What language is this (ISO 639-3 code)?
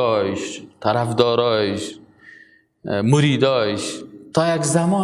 fas